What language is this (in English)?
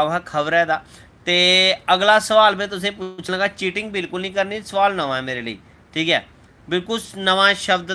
Dogri